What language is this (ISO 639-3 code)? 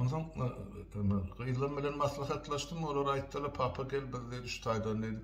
tuk